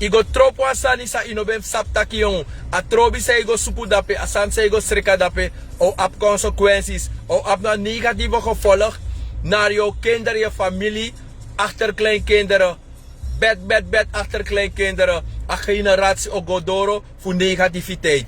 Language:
Sranan Tongo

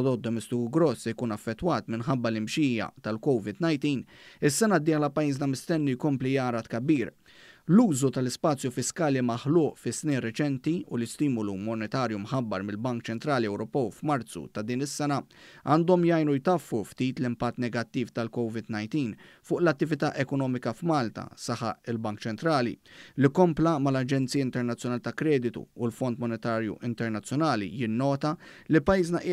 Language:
Maltese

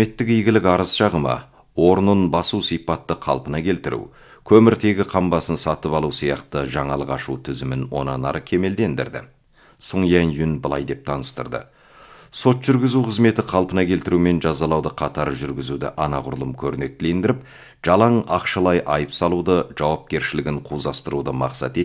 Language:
Kazakh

